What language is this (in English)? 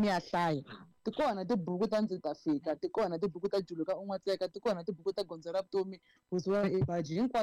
Tsonga